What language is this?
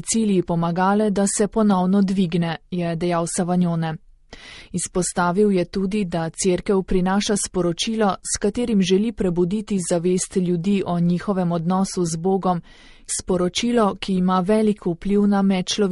Slovenian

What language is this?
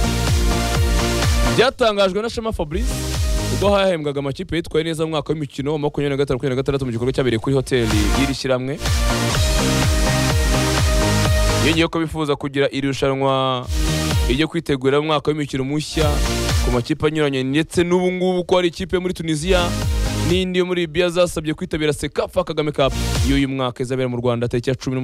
Kinyarwanda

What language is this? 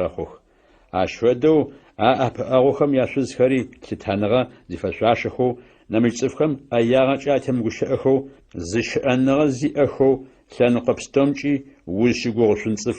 Adyghe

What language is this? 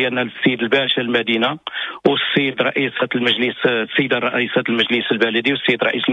Moroccan Arabic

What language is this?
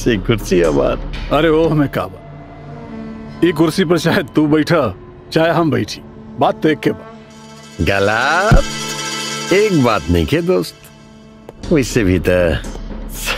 Bhojpuri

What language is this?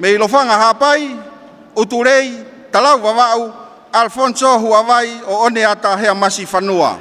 Tongan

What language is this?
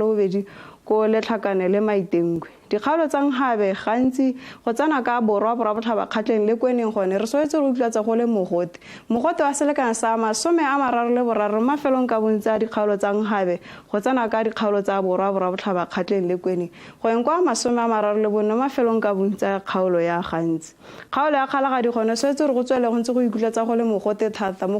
Tswana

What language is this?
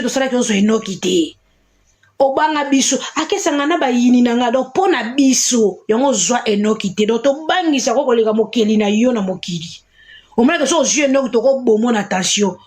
Lingala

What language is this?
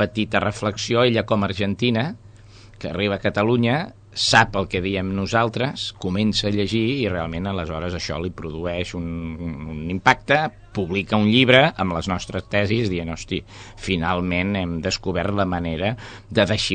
Catalan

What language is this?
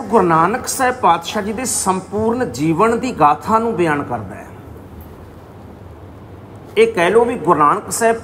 Punjabi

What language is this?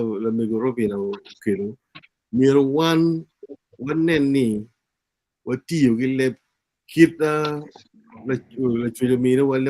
Acoli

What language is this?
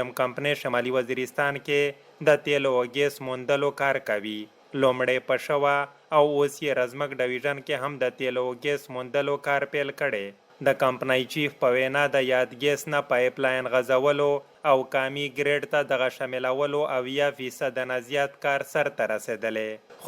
Pashto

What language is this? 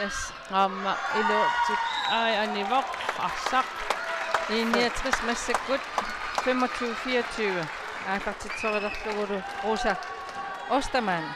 Kalaallisut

